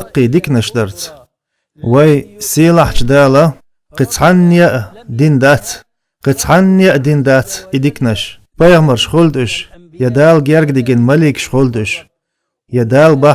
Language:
Chechen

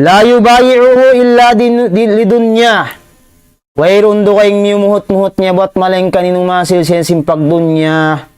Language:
Tausug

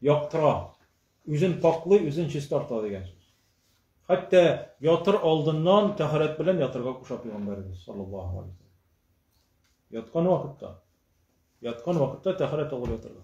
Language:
Tatar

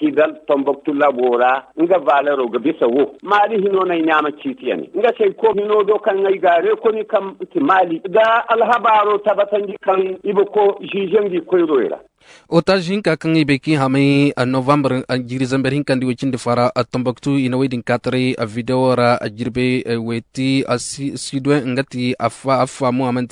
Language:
Koyraboro Senni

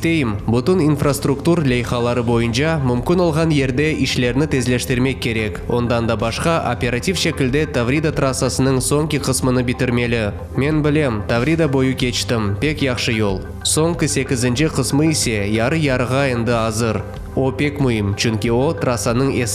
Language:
Crimean Tatar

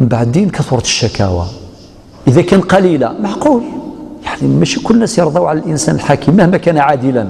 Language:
Algerian Arabic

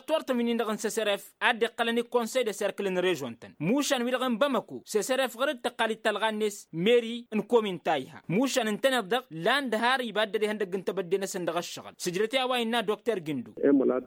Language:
Tamasheq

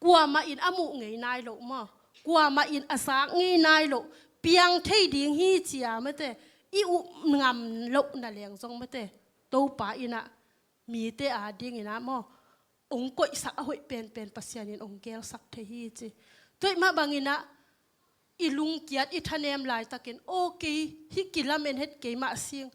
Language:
Tedim Chin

